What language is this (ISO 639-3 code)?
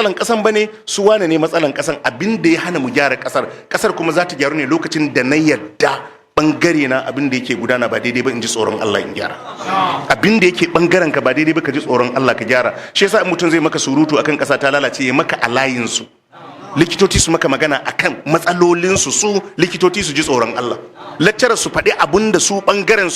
hau